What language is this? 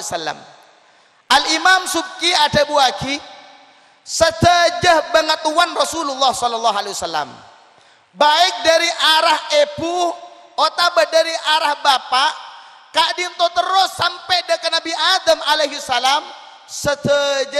Madurese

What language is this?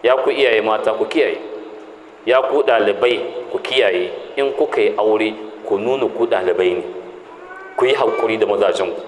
Hausa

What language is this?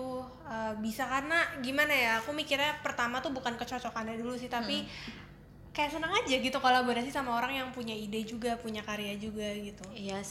Indonesian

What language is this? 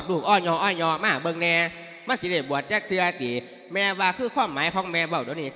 Lao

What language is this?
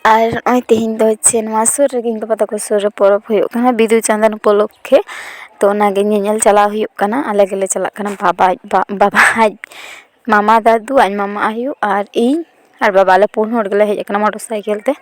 Santali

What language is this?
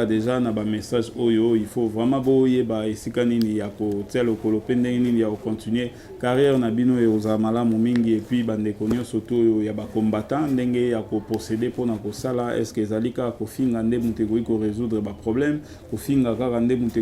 Lingala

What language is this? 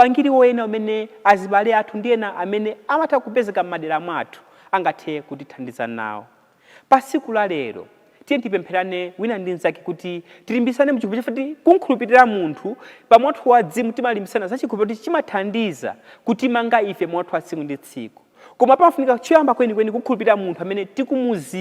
Nyanja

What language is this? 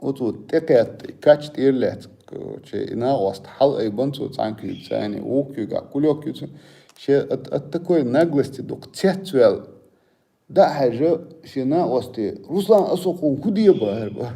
Chechen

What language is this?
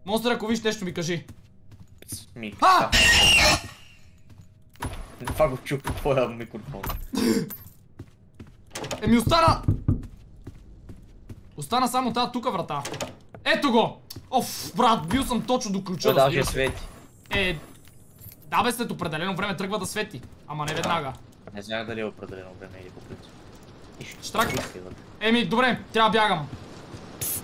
Bulgarian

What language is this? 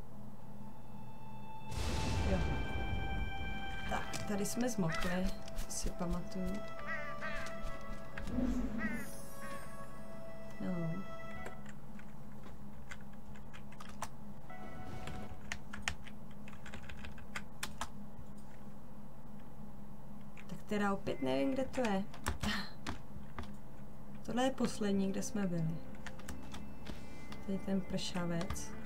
Czech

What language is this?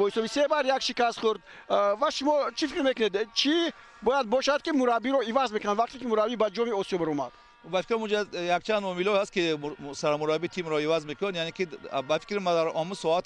Tajik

